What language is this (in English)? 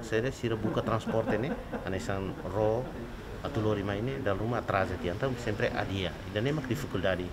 Tetum